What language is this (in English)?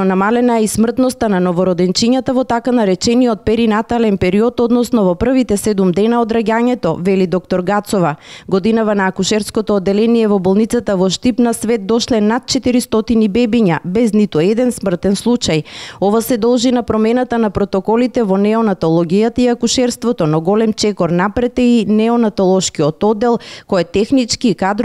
Macedonian